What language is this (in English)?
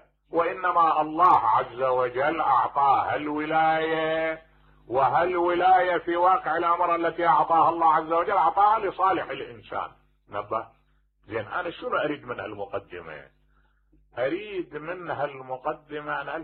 Mesopotamian Arabic